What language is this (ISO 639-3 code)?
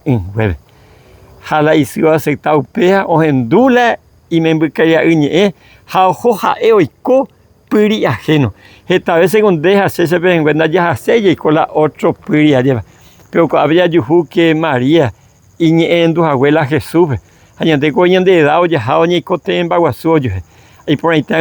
grn